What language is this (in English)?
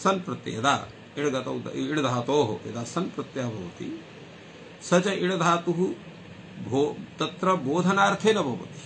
Sanskrit